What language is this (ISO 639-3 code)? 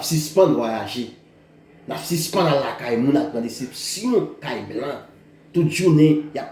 hat